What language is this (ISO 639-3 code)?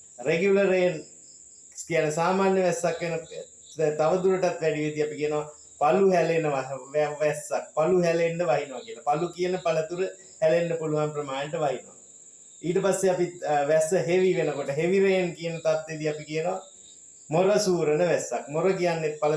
sin